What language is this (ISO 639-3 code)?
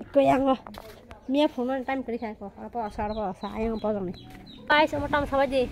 trp